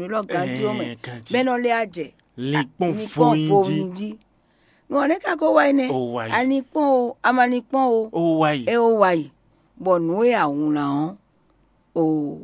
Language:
Fon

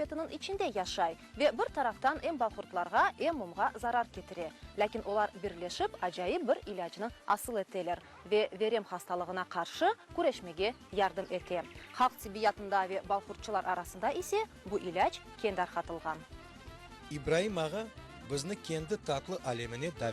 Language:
Crimean Tatar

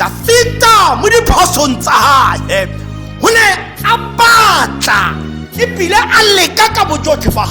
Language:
Tswana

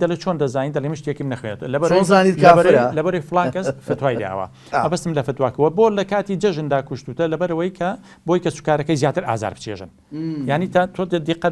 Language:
Central Kurdish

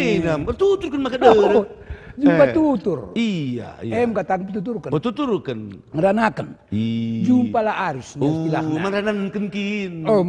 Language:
Batak Karo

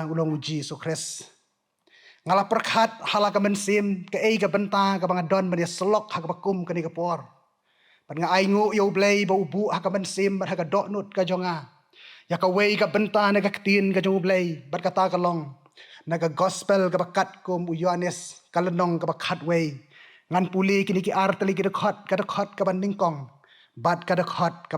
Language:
Khasi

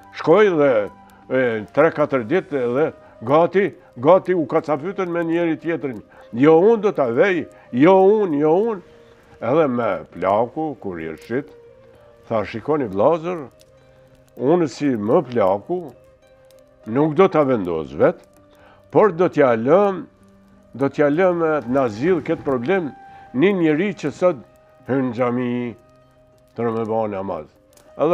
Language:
Albanian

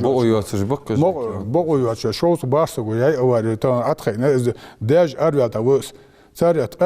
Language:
Ingush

